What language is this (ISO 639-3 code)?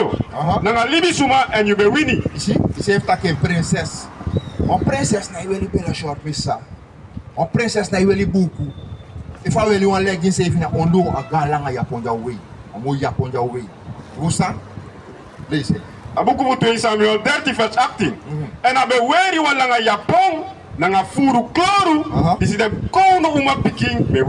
srn